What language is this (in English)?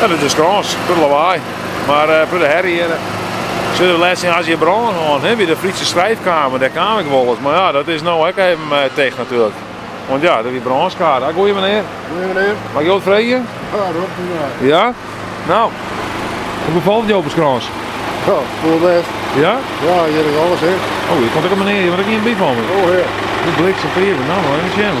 Western Frisian